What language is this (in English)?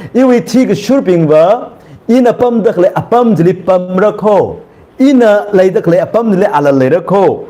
Tangkhul Naga (India)